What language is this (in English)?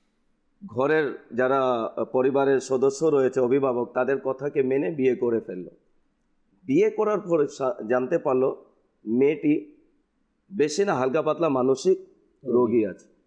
Bangla